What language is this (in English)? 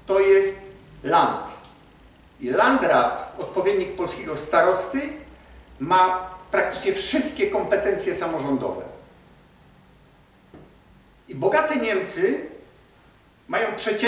Polish